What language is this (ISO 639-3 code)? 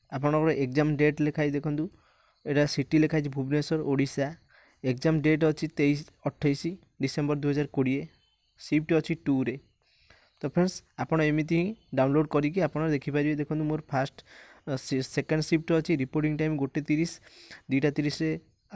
ori